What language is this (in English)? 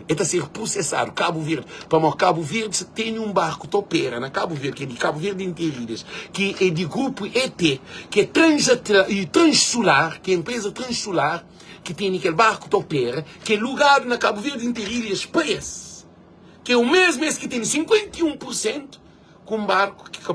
Kabuverdianu